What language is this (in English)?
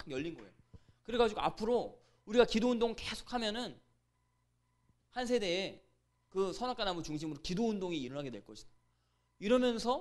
Korean